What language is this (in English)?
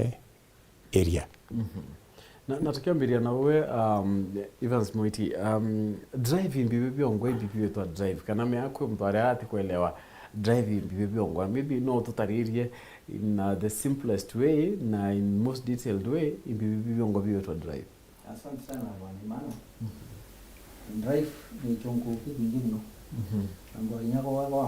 Meru